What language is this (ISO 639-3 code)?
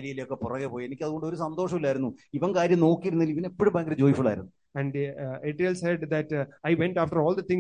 mal